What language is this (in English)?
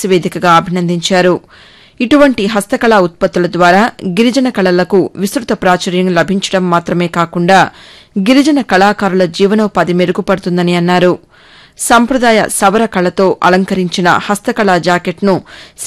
Telugu